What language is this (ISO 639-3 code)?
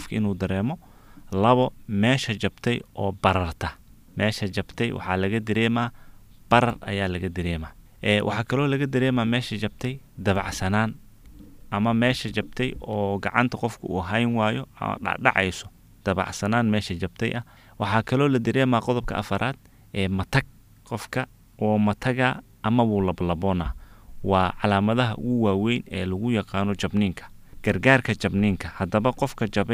som